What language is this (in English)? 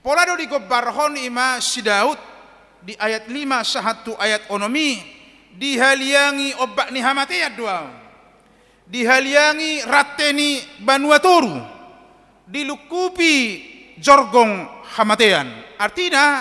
Batak Toba